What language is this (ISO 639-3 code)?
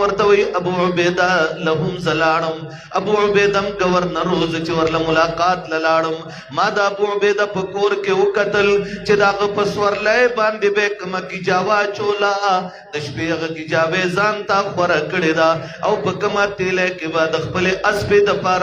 pus